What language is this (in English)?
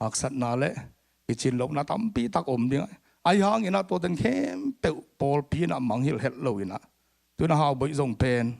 Tedim Chin